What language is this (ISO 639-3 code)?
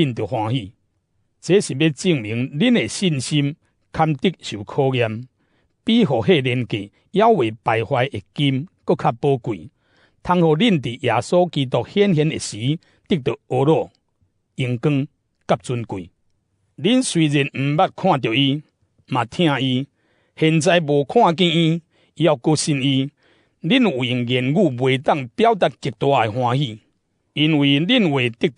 nan